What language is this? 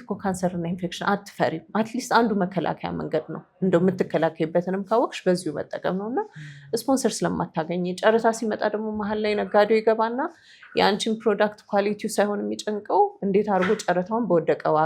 Amharic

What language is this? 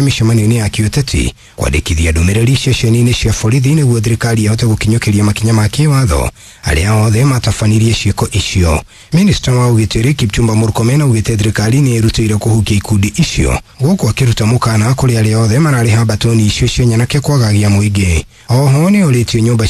Kikuyu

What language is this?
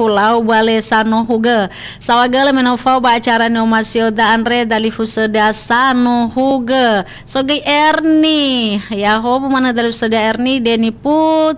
Nias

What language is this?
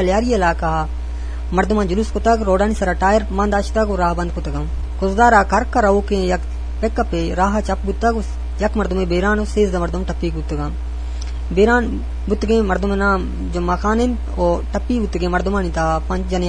Eastern Balochi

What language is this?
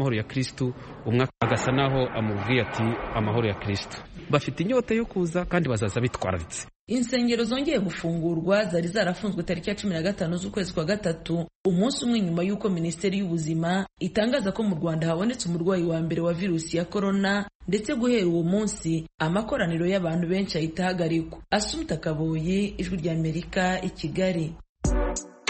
Kinyarwanda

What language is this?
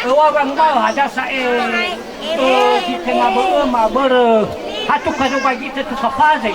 Nias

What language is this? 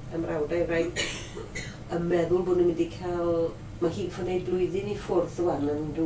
Welsh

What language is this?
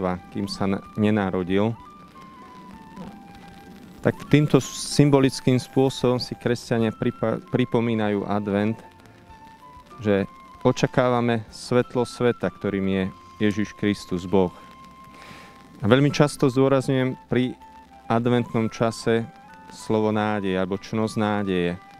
Slovak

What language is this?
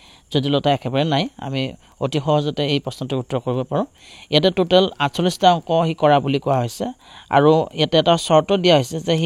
Assamese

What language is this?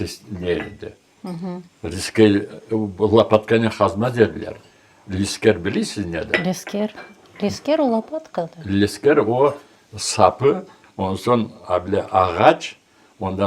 Crimean Tatar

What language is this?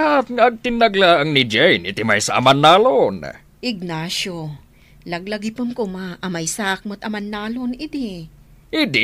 Iloko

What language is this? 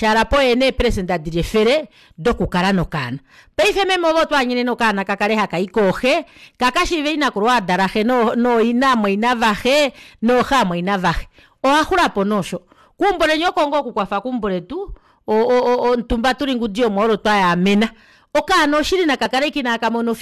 Kuanyama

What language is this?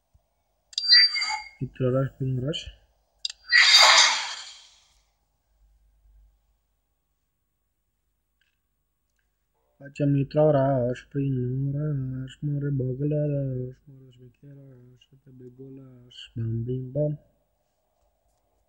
Romanian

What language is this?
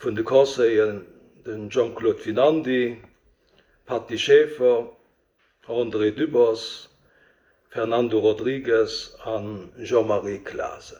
Luxembourgish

